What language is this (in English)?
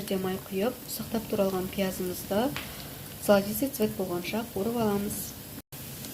Kazakh